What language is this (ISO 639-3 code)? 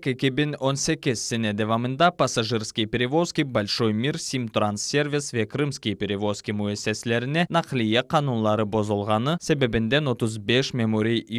crh